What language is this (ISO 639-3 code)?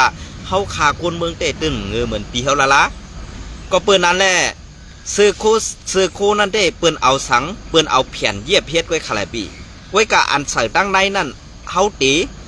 shn